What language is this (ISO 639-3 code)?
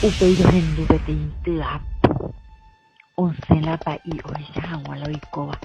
grn